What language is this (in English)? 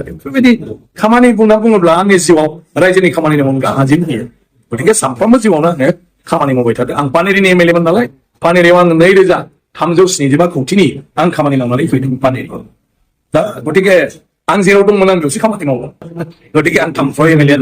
Bodo